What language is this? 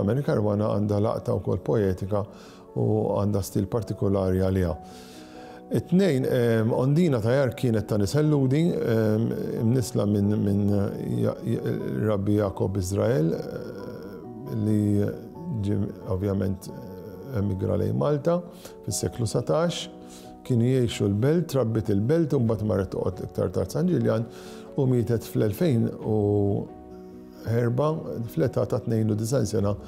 Maltese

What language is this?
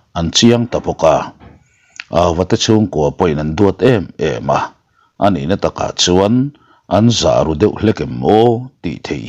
Mizo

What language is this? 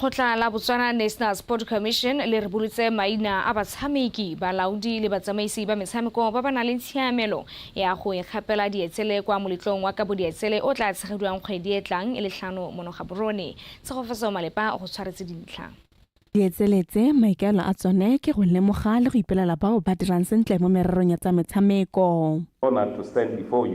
Tswana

